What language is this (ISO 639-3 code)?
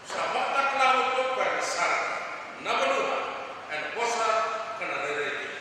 fij